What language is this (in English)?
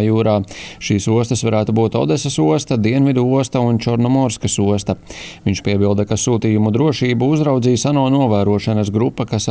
Latvian